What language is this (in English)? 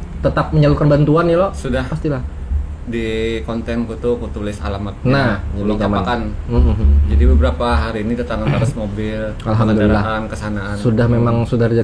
Banjar